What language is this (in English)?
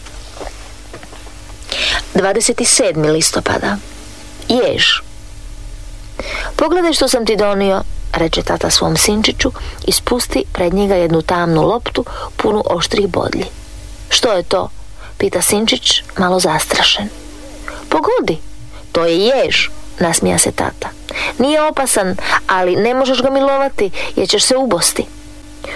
Croatian